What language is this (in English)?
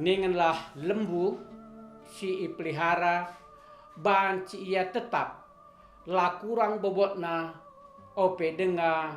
Batak Karo